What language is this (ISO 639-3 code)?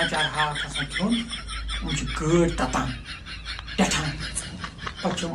kas